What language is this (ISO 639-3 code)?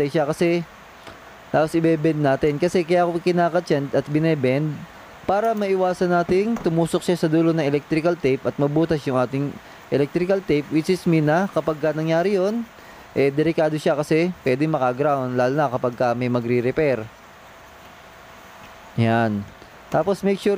fil